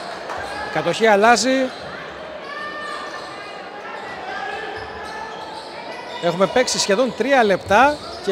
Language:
Greek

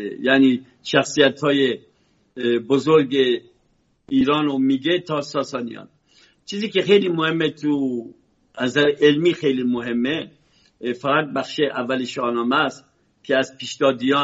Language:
Persian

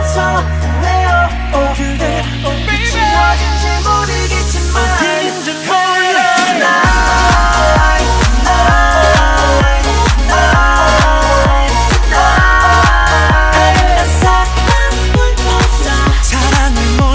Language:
Korean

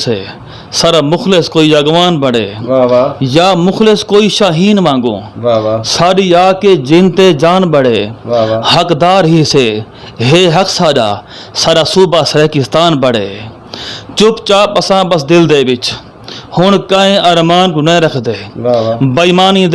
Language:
Saraiki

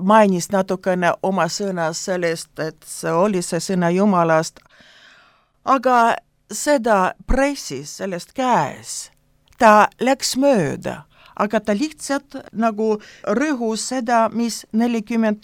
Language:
Estonian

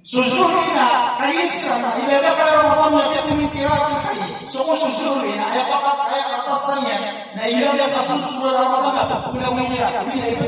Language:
Maranao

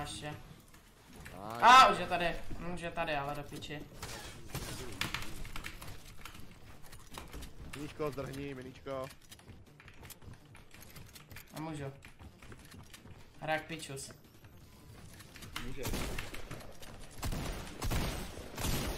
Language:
Czech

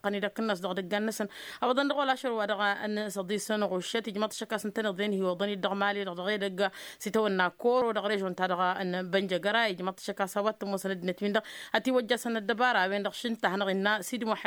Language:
Tamasheq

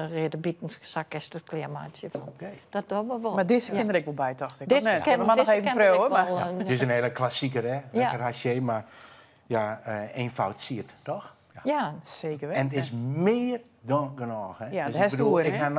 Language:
Western Frisian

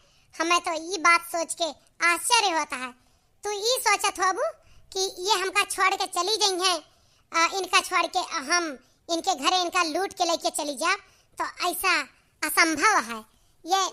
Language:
Awadhi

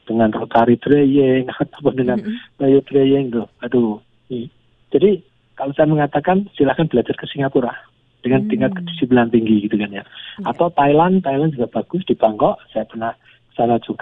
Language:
Indonesian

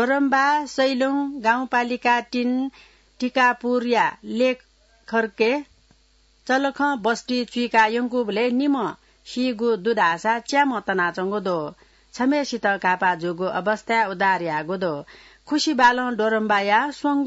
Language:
Newari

